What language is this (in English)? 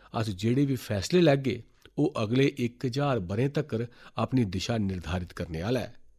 Dogri